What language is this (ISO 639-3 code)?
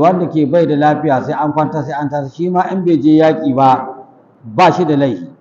hau